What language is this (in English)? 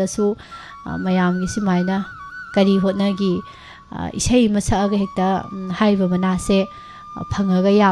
Manipuri